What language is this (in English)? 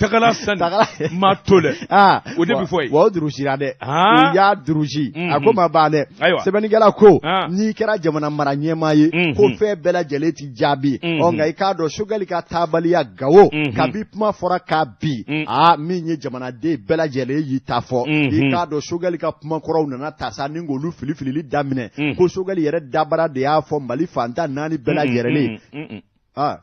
Bambara